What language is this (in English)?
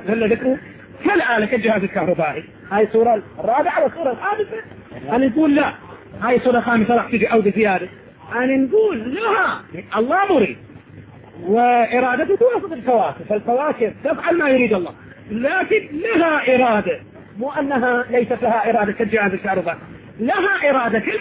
Arabic